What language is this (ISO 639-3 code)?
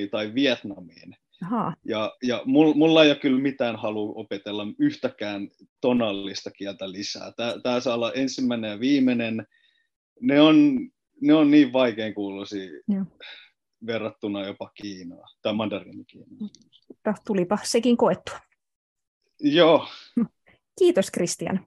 fin